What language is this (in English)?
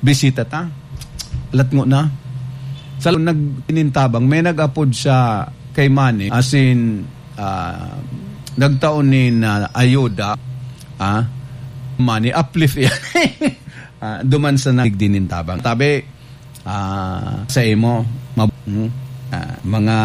Bikol